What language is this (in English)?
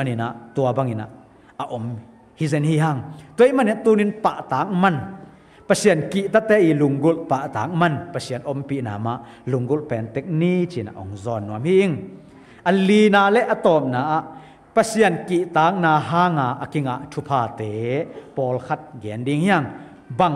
Tedim Chin